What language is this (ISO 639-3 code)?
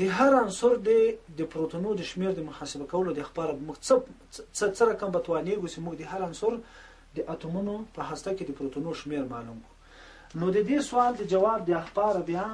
pus